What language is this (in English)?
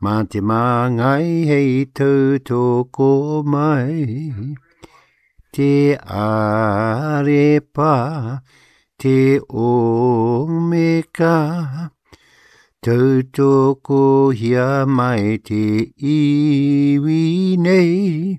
Māori